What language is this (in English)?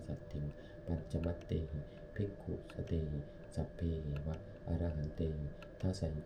Pali